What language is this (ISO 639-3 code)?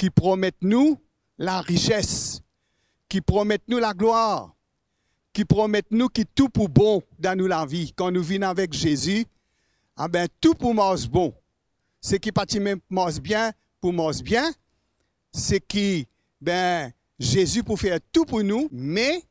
mfe